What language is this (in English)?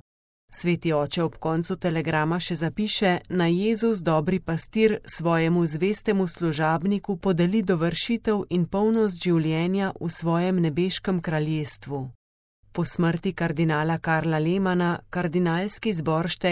Slovenian